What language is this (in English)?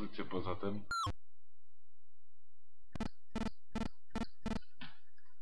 Polish